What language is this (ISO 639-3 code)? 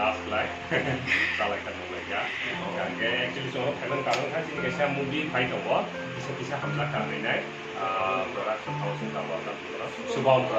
trp